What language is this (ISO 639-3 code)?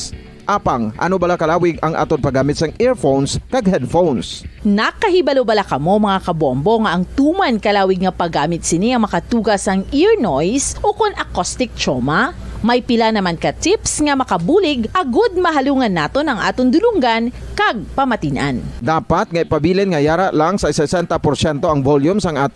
hil